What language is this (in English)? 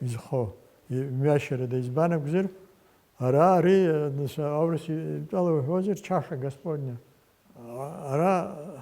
Abkhazian